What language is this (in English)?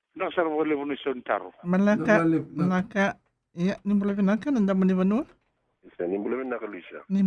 Fijian